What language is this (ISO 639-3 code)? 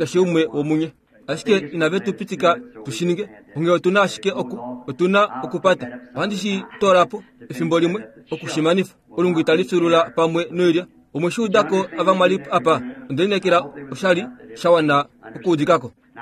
kua